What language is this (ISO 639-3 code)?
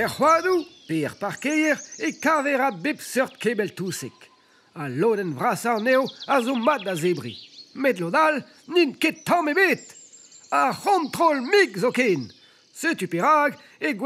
bre